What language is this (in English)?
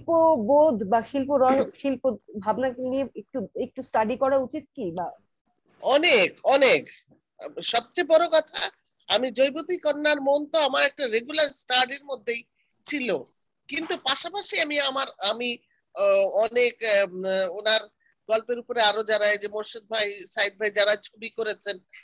Bangla